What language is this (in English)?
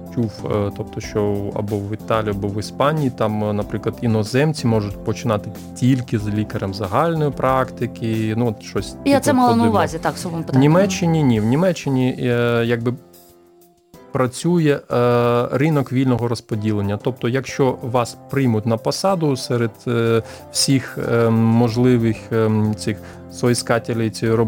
Ukrainian